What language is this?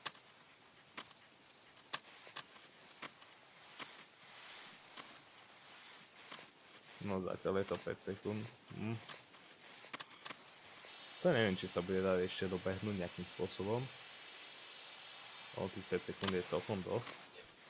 Slovak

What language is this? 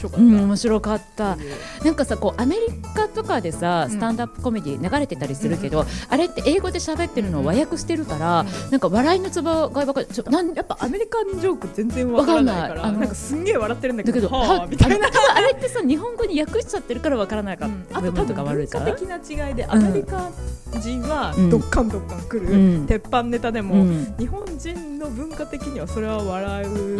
Japanese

